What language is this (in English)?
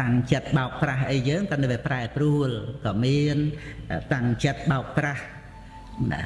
Khmer